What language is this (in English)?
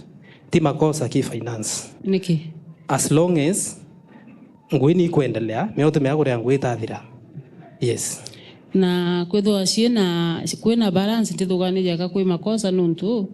Meru